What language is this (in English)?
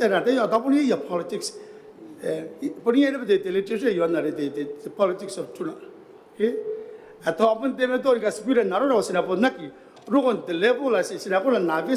Gilbertese